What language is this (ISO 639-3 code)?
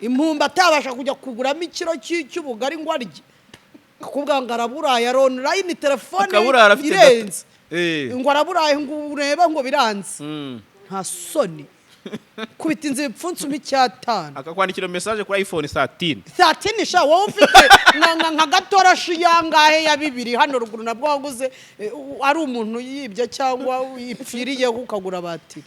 kin